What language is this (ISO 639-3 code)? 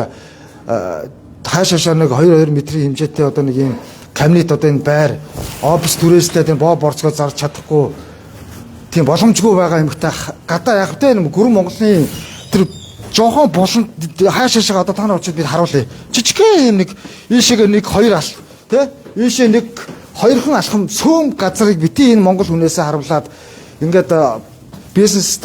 mon